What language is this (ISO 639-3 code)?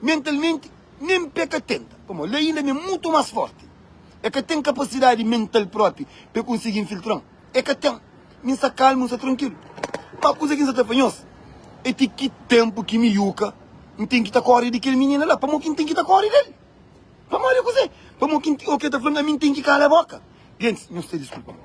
kea